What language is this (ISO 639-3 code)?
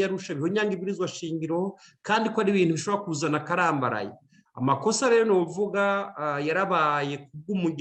run